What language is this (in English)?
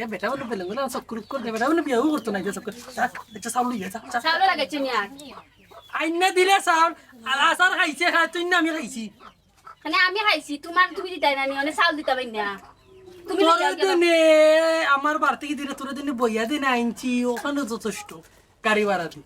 Sylheti